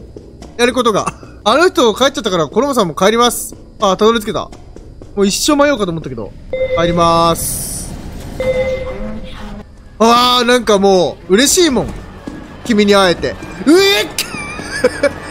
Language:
Japanese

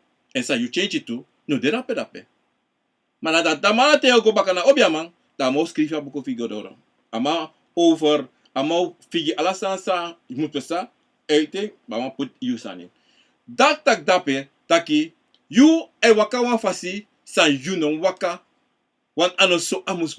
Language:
Sranan Tongo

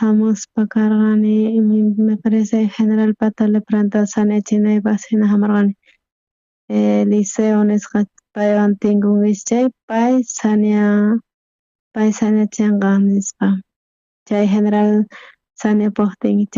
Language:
South Bolivian Quechua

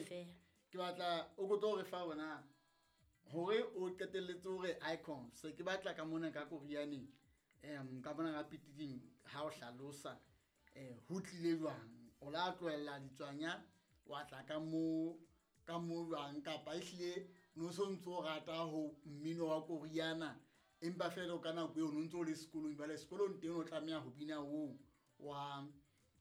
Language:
Southern Sotho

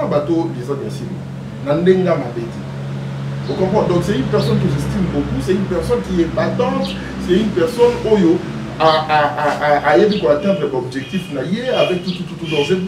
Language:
Lingala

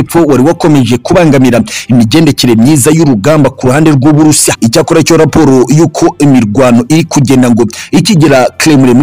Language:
Kinyarwanda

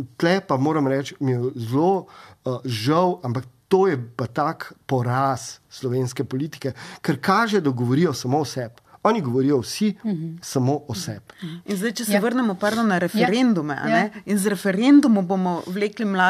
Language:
Slovenian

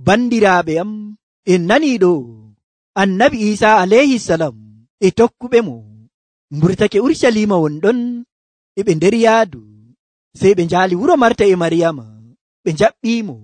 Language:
Nigerian Fulfulde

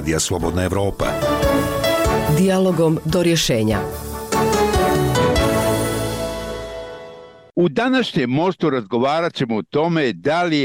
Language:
Bosnian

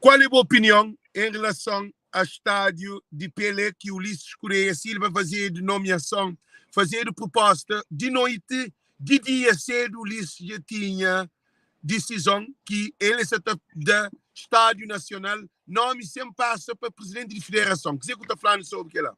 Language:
Kabuverdianu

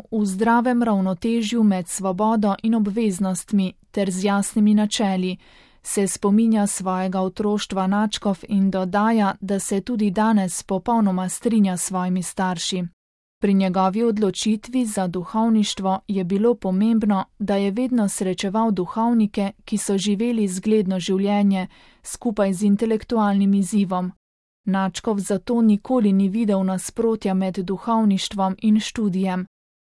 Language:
Slovenian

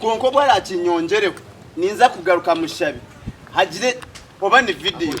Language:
Nyankole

